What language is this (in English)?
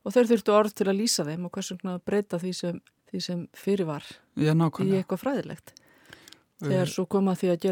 Icelandic